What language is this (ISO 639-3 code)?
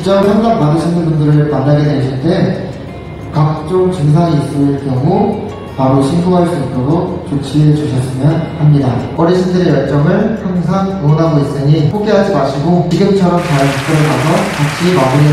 kor